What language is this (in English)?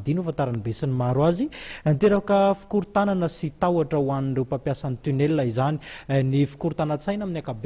Malagasy